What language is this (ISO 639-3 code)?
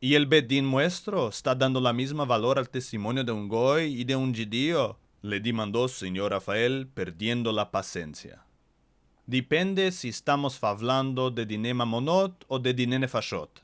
lad